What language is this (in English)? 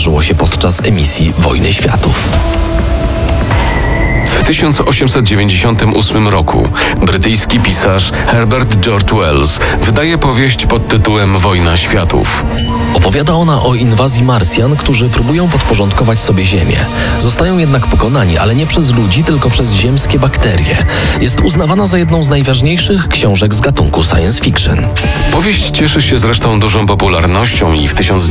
Polish